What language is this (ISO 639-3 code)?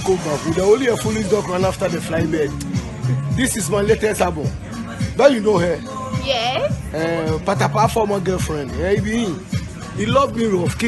pcm